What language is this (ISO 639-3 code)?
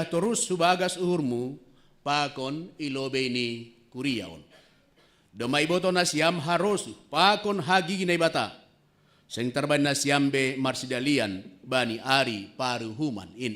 bts